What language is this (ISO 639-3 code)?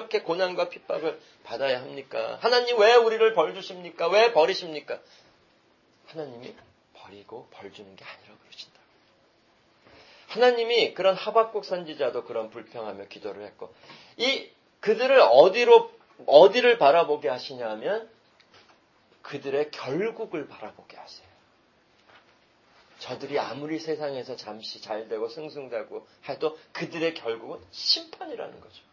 kor